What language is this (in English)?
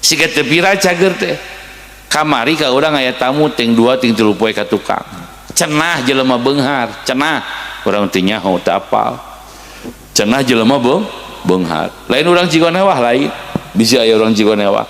Sundanese